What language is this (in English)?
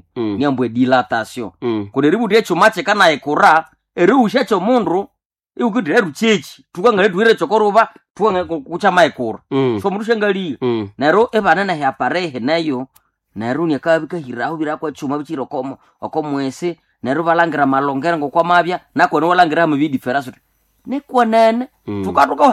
Nande